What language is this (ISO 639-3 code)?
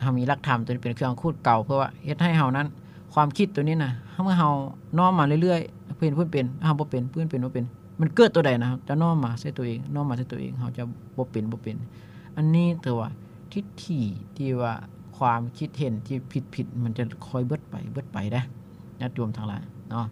lao